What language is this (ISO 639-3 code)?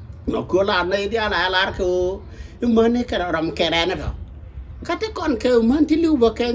nus